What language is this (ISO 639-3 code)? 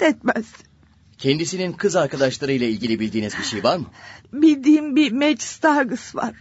tur